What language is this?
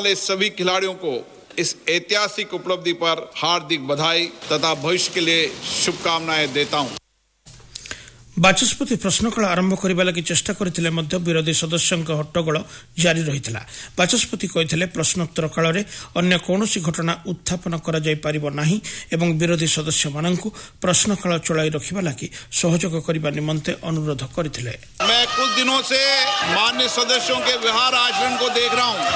Odia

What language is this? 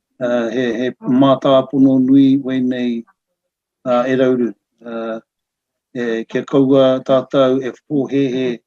Māori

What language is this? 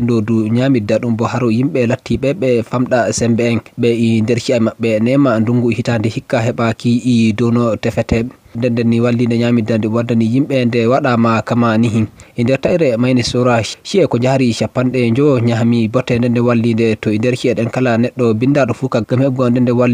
Fula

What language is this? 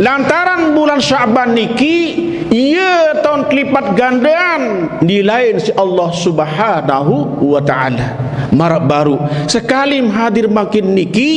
Sasak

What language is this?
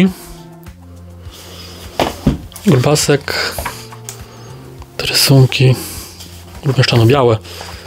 Polish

